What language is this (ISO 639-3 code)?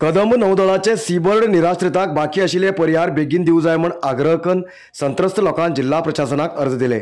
kok